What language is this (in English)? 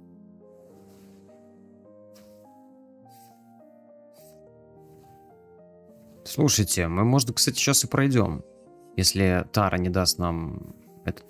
Russian